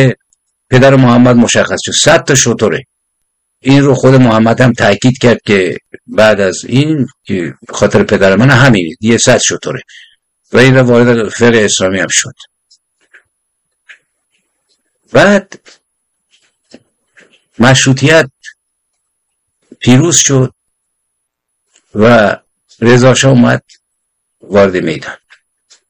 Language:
Persian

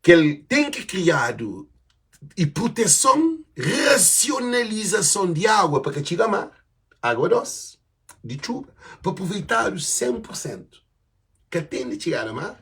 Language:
Kabuverdianu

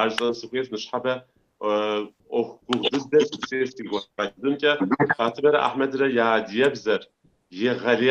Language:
Kabardian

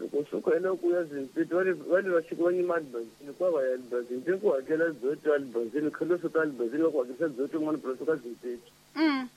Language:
Tsonga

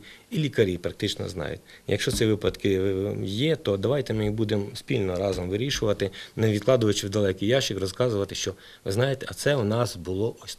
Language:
Ukrainian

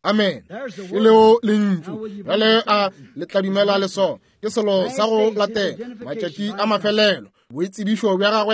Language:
Northern Sotho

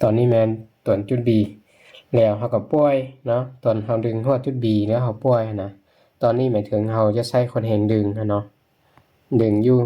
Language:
Lao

